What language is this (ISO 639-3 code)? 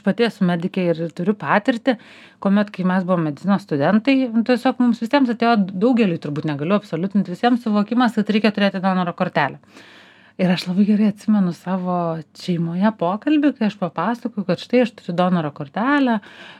lit